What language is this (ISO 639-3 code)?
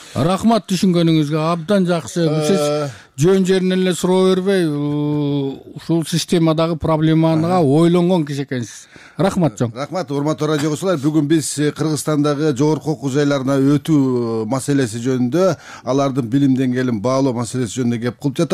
kir